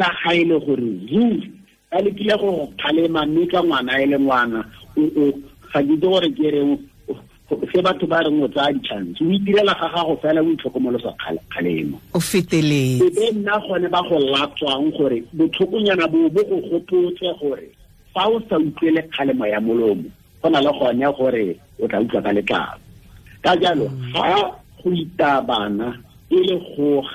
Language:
Tswana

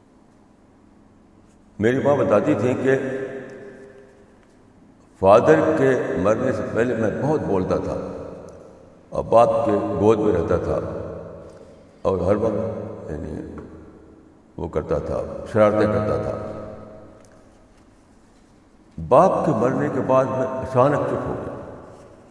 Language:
Urdu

